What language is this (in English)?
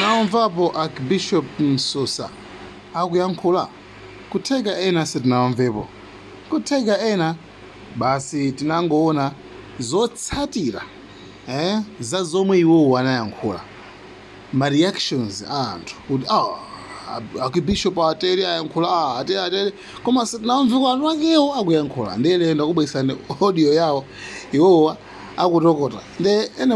Nyanja